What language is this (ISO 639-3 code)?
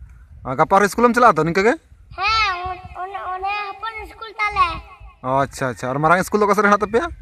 sat